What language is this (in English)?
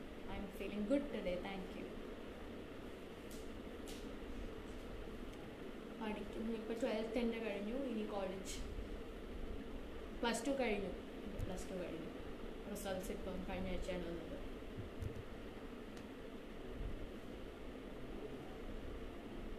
Malayalam